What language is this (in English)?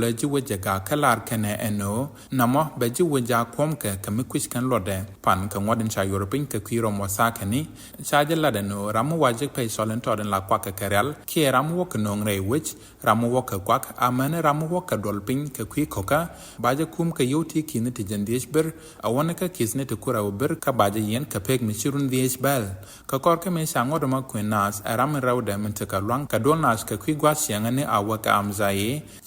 Nuer